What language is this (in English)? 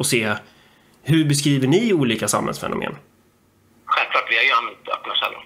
Swedish